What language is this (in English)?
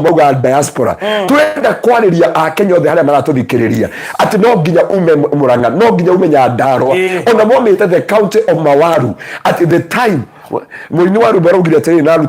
Kikuyu